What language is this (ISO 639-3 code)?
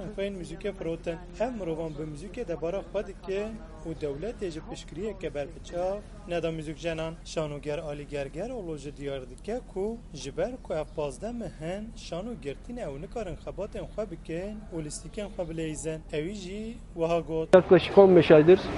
kur